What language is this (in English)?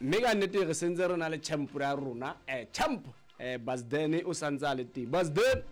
Southern Sotho